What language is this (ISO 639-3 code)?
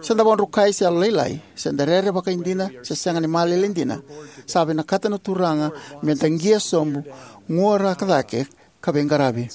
fij